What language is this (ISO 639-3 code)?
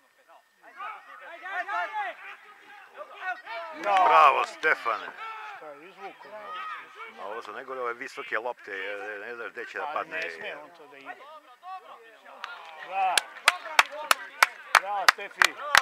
srp